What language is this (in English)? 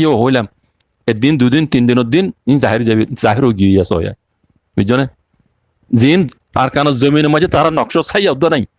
Rohingya